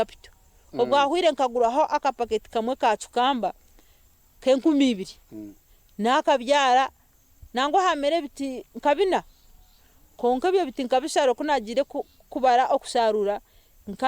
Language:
Nyankole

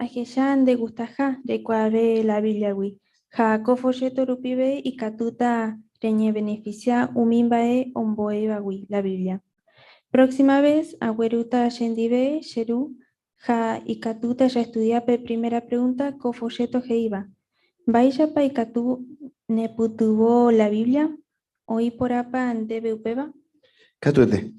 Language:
Guarani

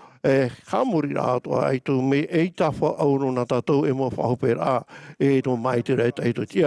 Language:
Tahitian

